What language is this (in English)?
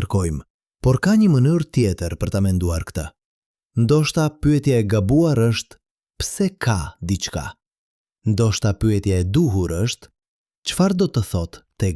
Albanian